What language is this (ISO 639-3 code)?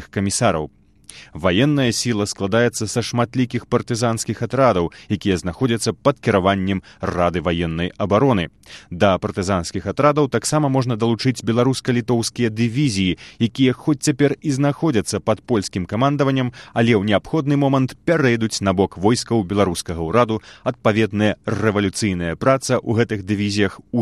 bel